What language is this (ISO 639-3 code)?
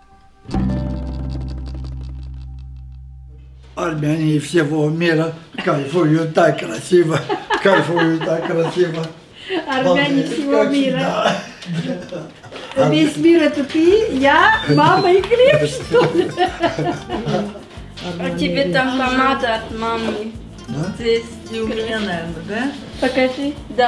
rus